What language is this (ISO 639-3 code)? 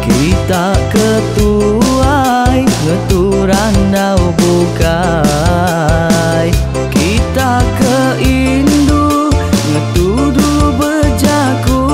iba